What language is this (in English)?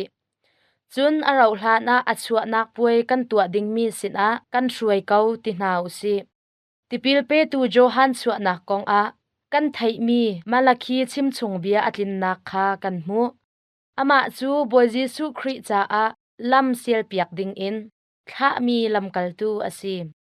Hakha Chin